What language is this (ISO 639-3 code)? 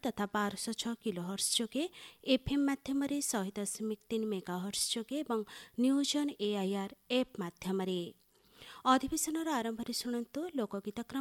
ori